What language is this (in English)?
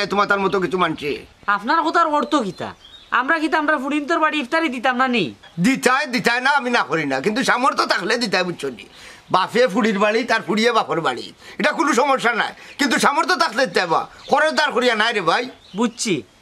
Sylheti